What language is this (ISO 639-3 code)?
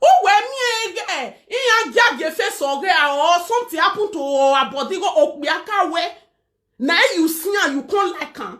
pcm